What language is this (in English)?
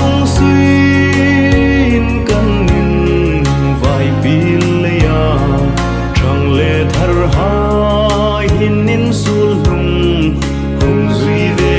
Hmar